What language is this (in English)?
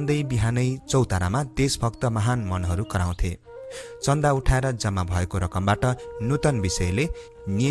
Nepali